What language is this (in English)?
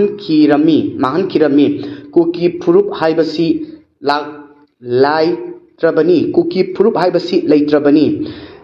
Manipuri